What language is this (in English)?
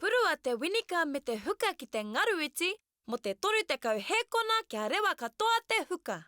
Māori